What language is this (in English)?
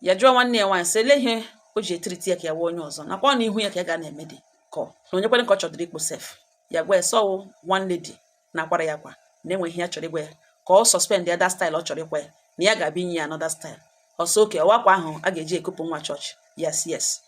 Igbo